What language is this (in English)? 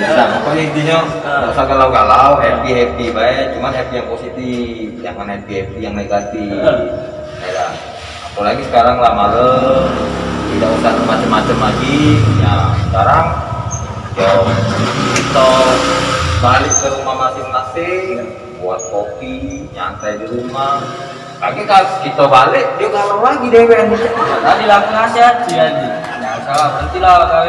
Musi